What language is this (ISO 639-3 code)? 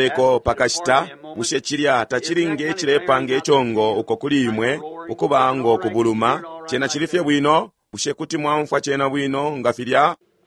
bem